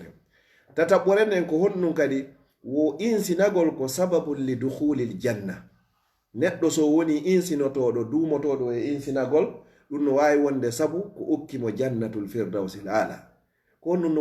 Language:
Fula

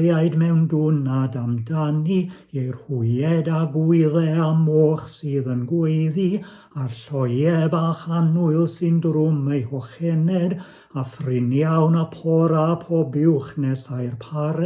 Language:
Welsh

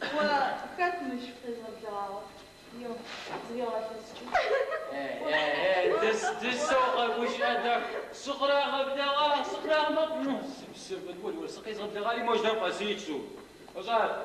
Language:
Adyghe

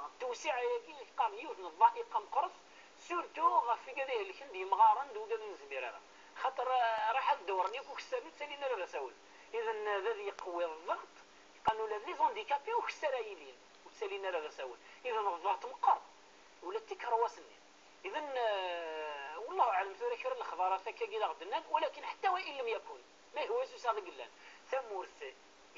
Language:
Kabyle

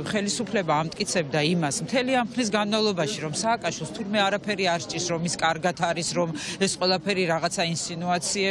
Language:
Georgian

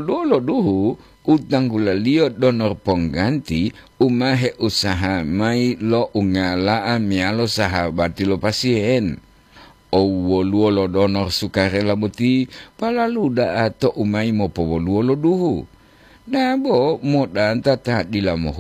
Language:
Gorontalo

